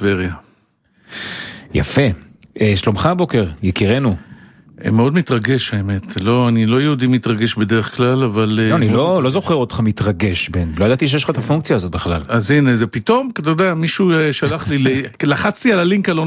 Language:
Hebrew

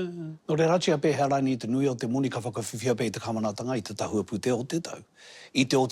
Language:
Māori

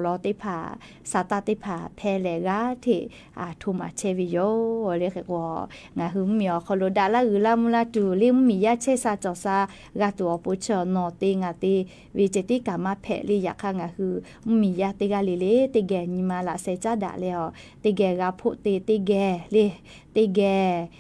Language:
Lahu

